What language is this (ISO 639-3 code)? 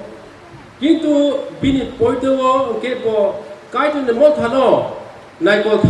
trp